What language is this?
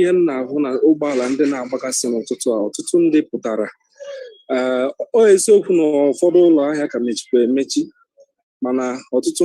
Igbo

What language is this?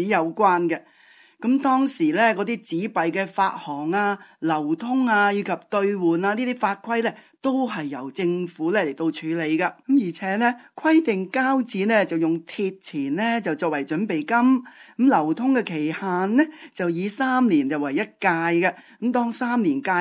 Cantonese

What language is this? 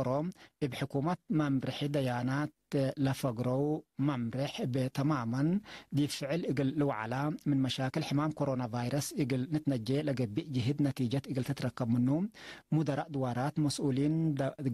Tigre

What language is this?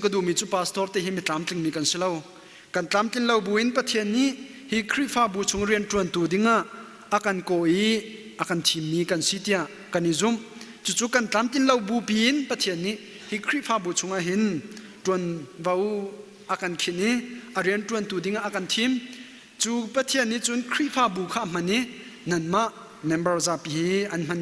Hakha Chin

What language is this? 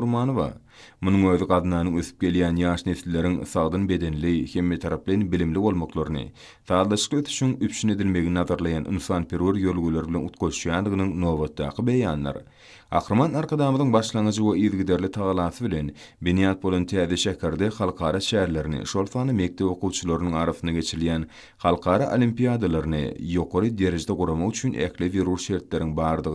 Turkmen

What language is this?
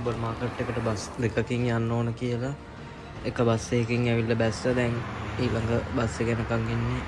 Sinhala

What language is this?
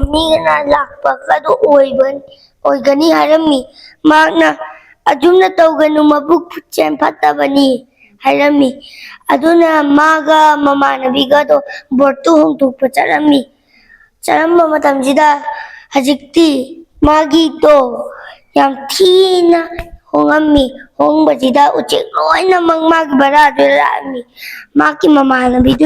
Manipuri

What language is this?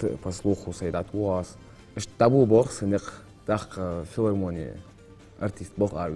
Ingush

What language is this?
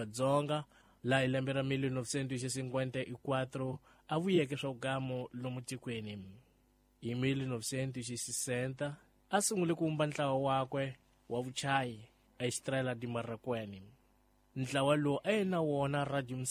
Tsonga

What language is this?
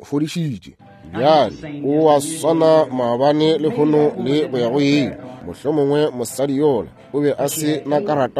Northern Sotho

